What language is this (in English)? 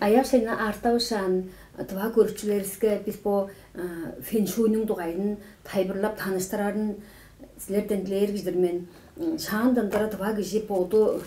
Tuvinian